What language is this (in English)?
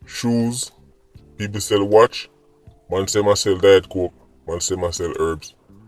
Jamaican Creole English